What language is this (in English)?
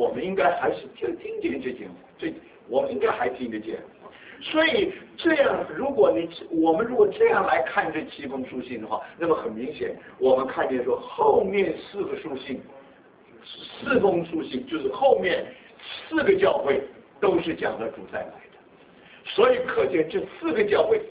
Chinese